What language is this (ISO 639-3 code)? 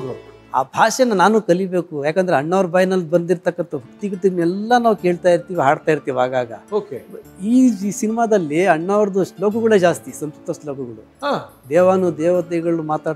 kan